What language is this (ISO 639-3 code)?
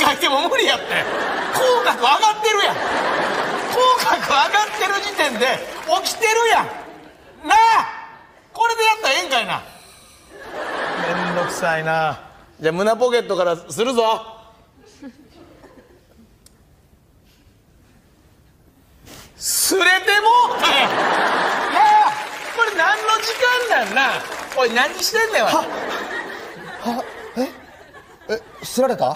jpn